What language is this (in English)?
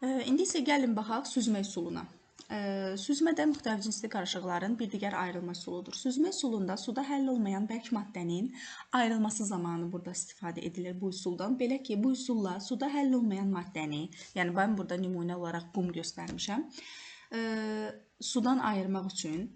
Azerbaijani